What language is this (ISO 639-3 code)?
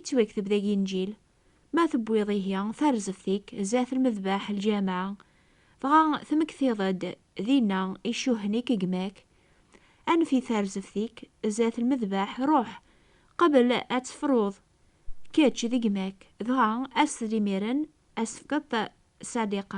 kab